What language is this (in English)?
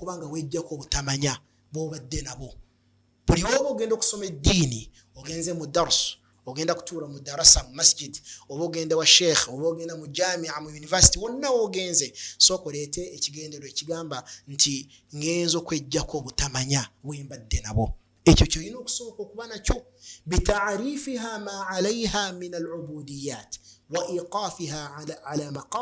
Ganda